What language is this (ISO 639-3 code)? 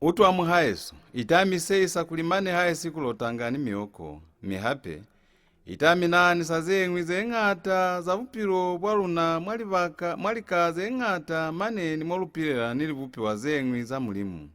loz